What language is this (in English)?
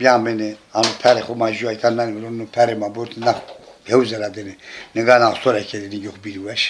Zaza